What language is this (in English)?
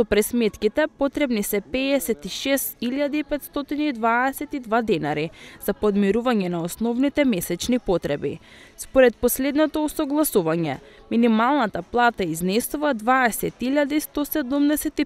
Macedonian